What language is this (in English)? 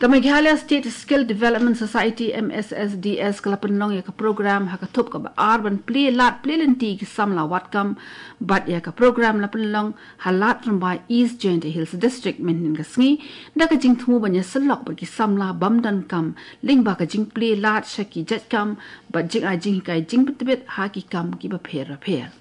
Khasi